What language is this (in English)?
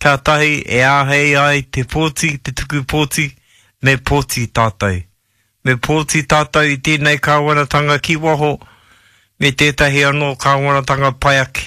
Māori